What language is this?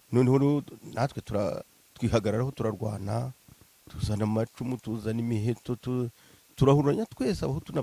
Kinyarwanda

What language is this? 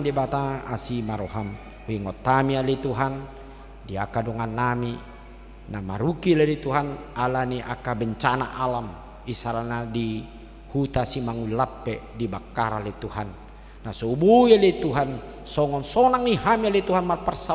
Batak Toba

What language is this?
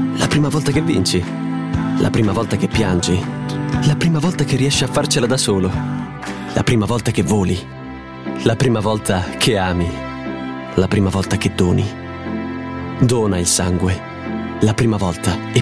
Italian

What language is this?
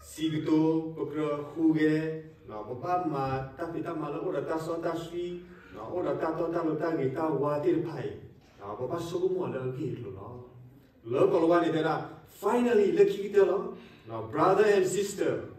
S'gaw Karen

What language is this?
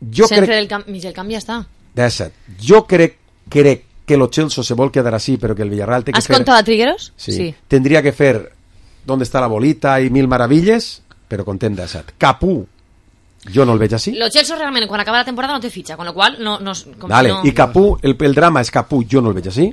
Catalan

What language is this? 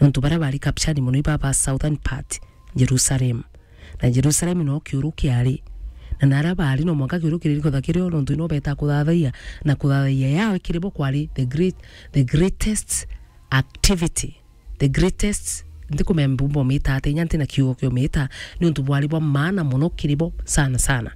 Meru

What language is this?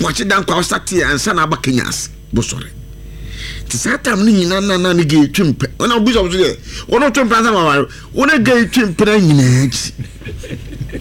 Akan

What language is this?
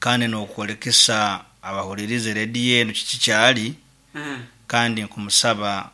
Nyoro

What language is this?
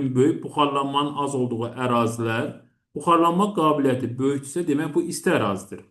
Azerbaijani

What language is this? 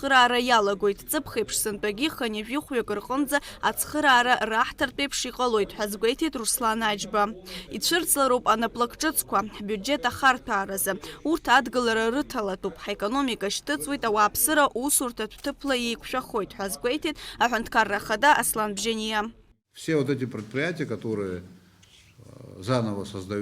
Abkhazian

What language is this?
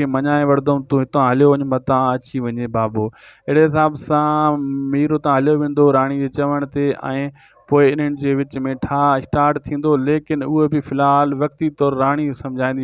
Sindhi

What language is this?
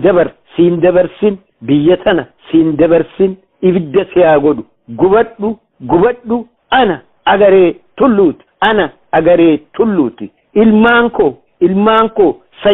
Oromo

